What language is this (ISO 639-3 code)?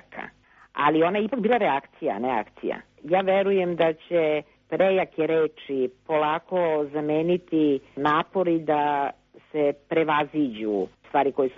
srp